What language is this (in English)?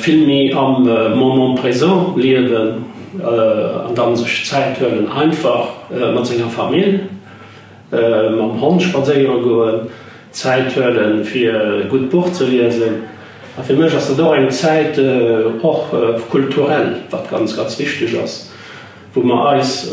Luxembourgish